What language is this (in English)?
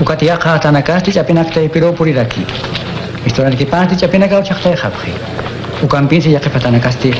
Aymara